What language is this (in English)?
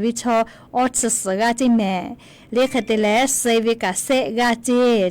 Lahu